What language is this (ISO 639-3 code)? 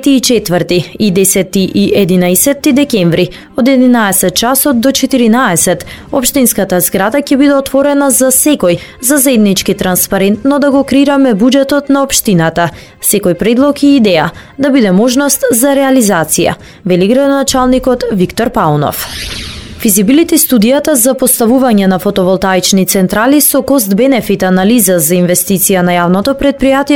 mkd